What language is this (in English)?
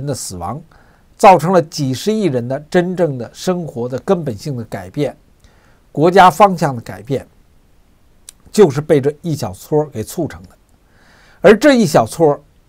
Chinese